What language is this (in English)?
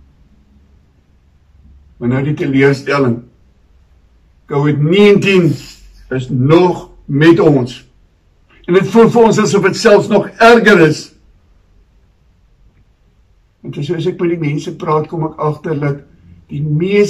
Afrikaans